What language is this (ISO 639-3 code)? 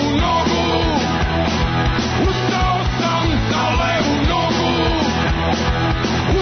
srp